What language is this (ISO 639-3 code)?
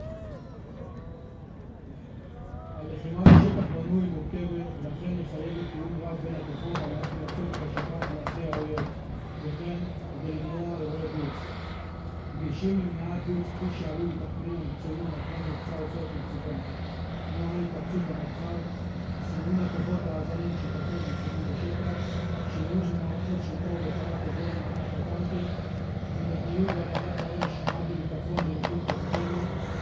heb